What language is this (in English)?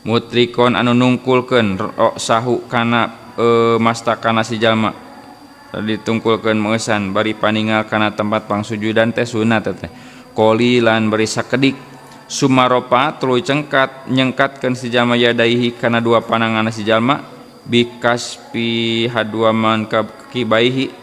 Sundanese